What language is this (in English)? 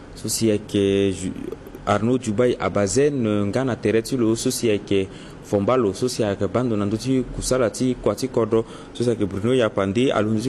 Sango